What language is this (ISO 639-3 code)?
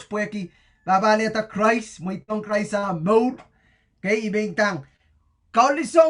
pon